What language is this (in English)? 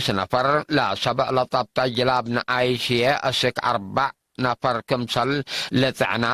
Tigre